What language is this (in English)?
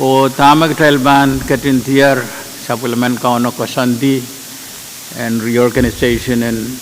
Pohnpeian